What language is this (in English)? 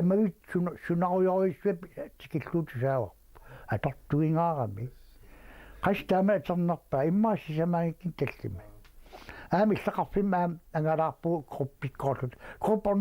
Kalaallisut